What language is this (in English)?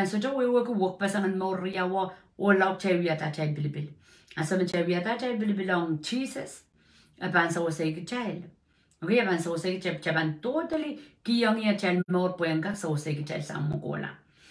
Pohnpeian